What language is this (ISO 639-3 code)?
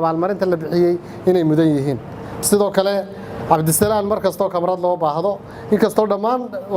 som